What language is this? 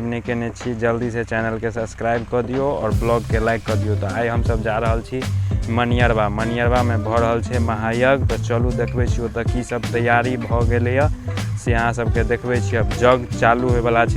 Maithili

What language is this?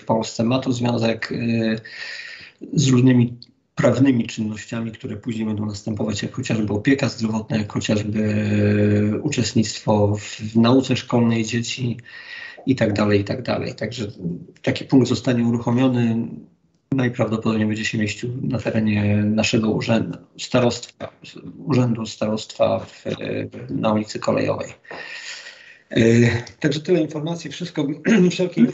Polish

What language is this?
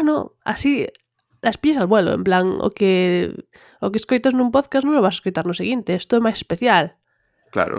Galician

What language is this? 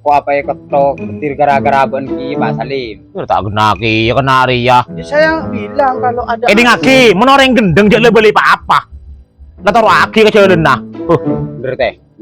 Madurese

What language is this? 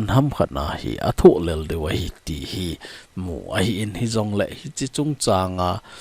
Thado Chin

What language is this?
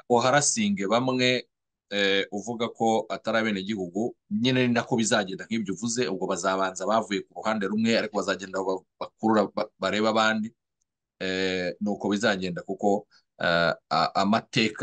Kinyarwanda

